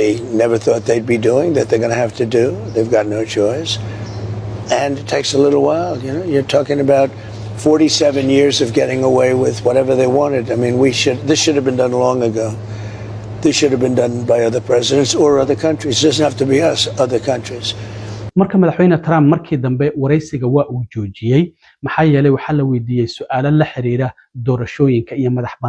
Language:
Somali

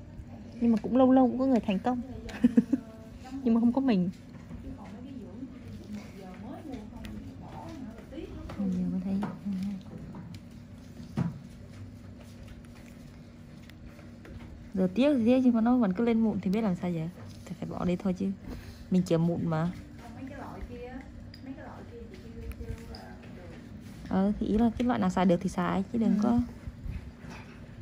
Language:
Vietnamese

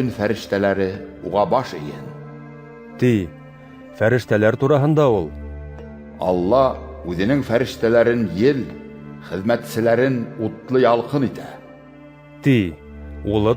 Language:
Bashkir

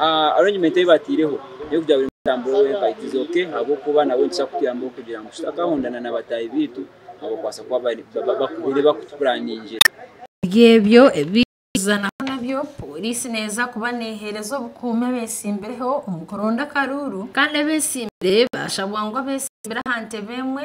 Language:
Nyankole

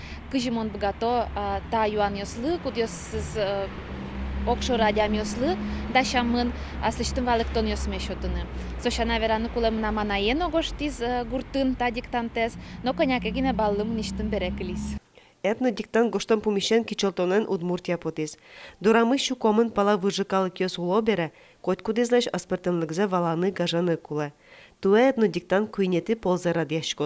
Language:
Udmurt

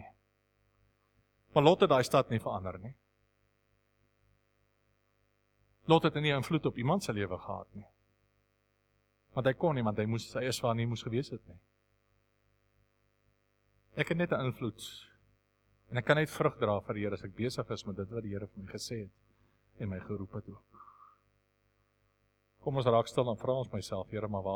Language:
Afrikaans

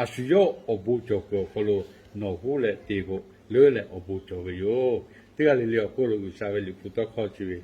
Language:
Lahu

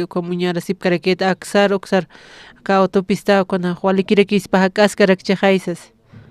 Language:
Aymara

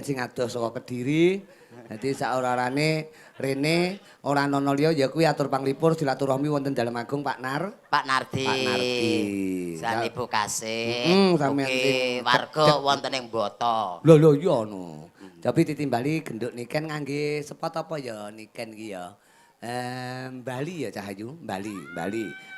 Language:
Javanese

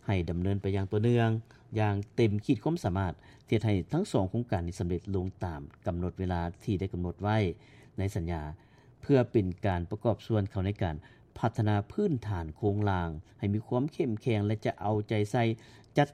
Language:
Lao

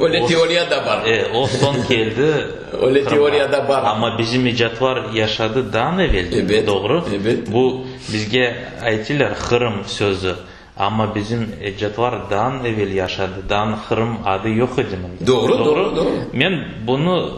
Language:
Crimean Tatar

